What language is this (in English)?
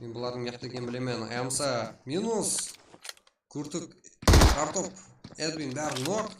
Kara-Kalpak